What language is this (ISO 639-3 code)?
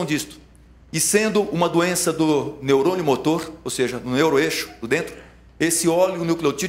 por